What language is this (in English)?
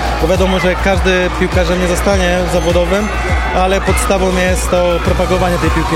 Polish